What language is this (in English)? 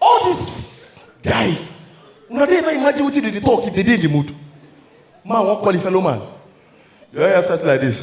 Nigerian Pidgin